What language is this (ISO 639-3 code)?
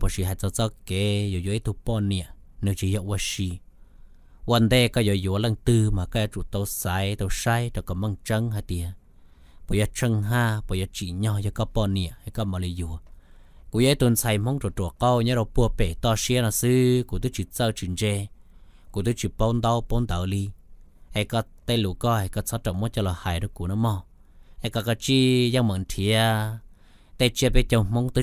hmn